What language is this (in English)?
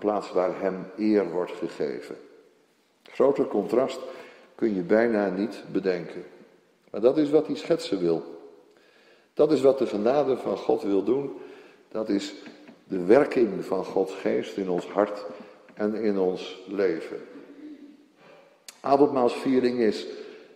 Dutch